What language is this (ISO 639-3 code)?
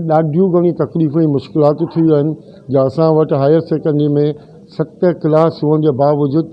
snd